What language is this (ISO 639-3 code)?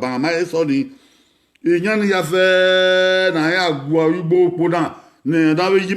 bin